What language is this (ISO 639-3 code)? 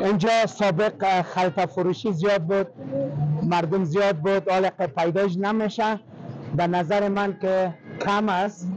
fas